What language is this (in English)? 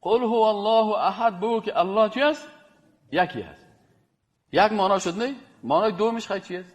Persian